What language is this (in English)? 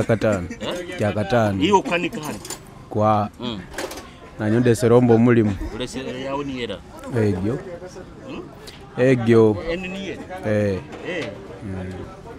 Nyoro